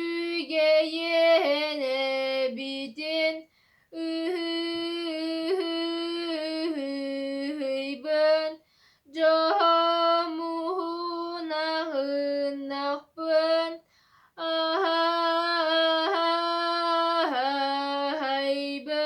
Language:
Yakut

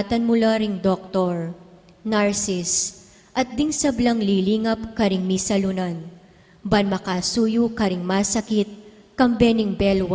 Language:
Pampanga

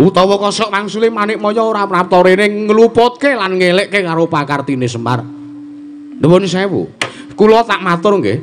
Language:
Javanese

